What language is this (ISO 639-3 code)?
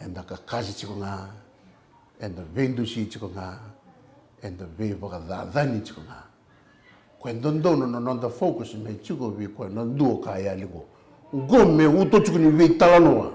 fij